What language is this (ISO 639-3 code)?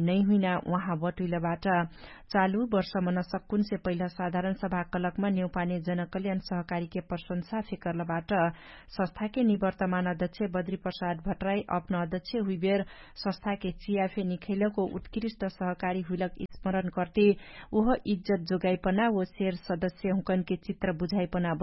thl